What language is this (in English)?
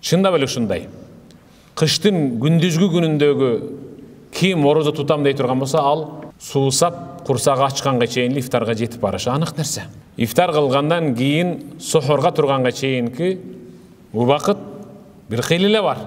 Kyrgyz